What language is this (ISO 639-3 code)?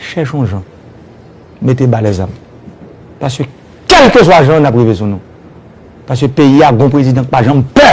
hat